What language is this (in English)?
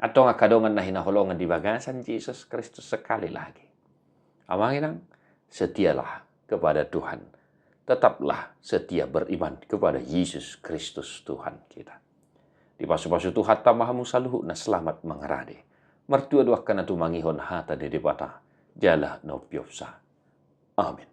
Batak Toba